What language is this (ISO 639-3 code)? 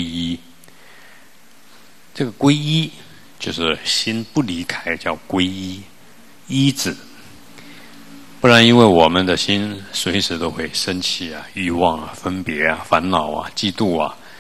zho